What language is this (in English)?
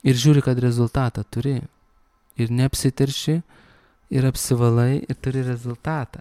Lithuanian